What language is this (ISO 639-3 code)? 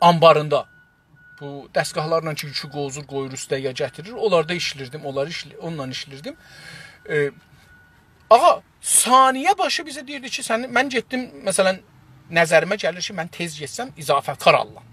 azb